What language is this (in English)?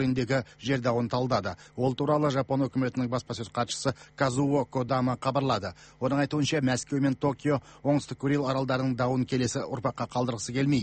Kazakh